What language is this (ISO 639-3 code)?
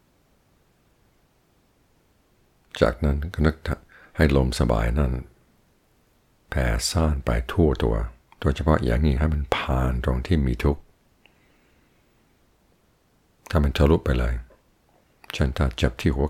tha